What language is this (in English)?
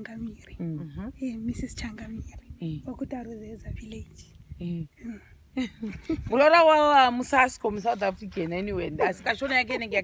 Shona